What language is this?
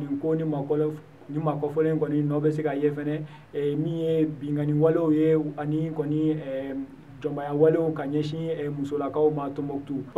Bambara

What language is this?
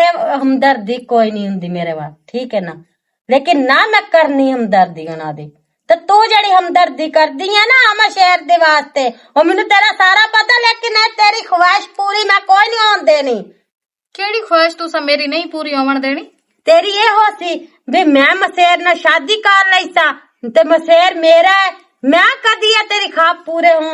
Western Panjabi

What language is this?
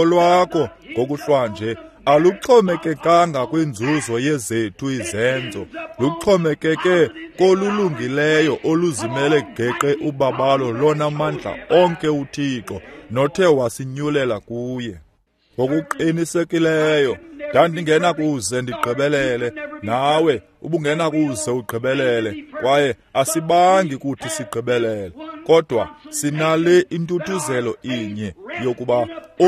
Xhosa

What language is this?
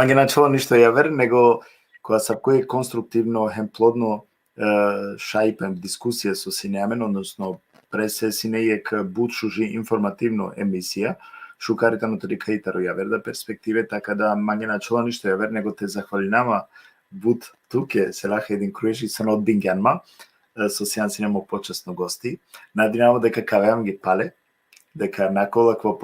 Balkan Romani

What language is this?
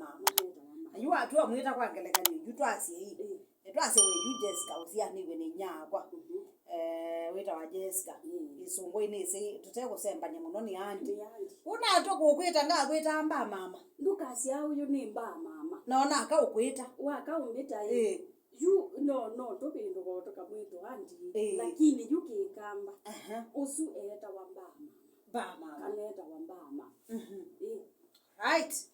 Kamba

